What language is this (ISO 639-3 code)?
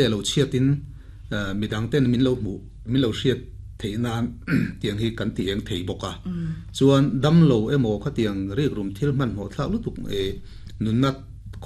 lus